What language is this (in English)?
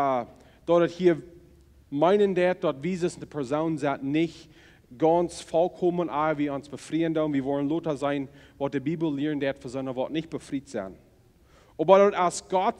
Plautdietsch